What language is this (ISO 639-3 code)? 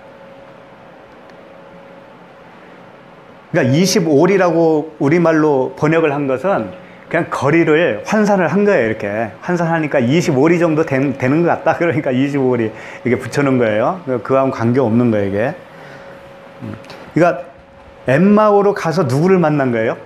kor